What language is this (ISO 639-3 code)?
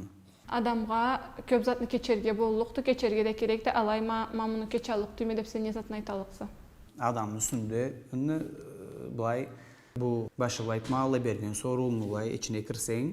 krc